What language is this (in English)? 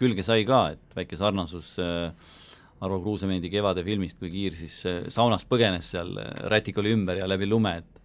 Estonian